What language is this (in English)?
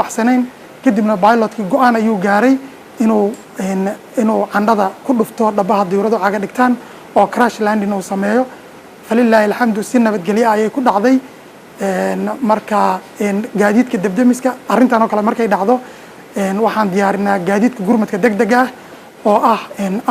Somali